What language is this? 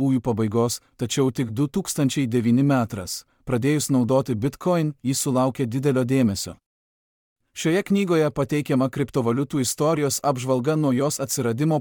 Lithuanian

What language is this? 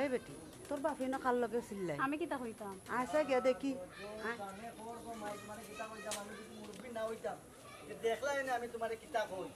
Sylheti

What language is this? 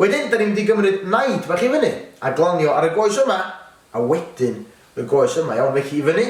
Welsh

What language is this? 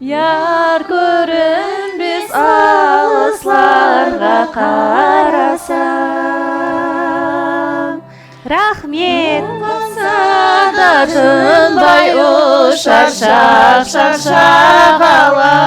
Kara-Kalpak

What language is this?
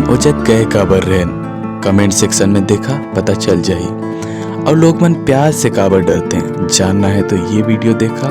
Chhattisgarhi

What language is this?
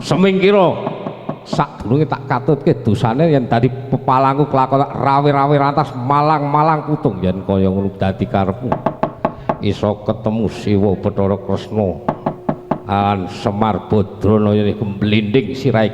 Javanese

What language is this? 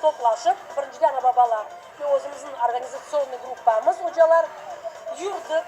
Crimean Tatar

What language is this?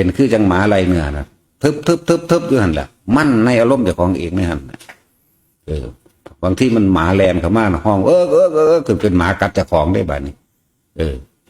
Northeastern Thai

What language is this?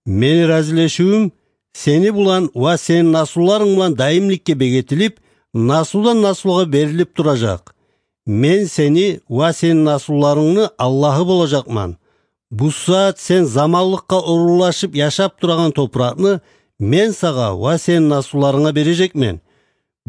Kyrgyz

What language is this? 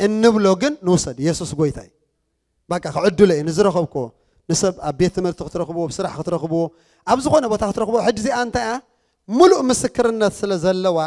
Tigrinya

